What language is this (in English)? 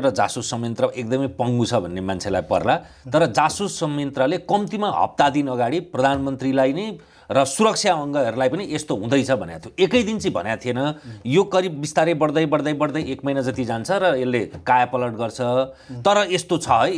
Nepali